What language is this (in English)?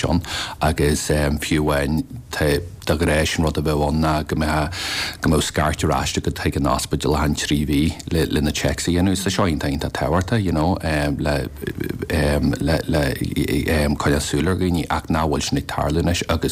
Irish